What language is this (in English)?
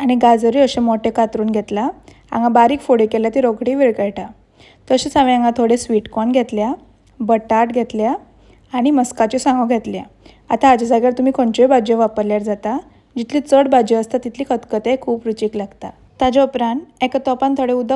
Konkani